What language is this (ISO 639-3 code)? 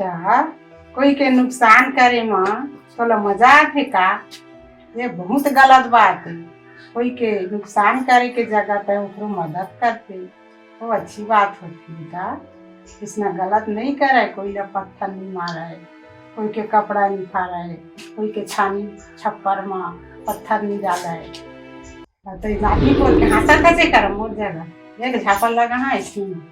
hne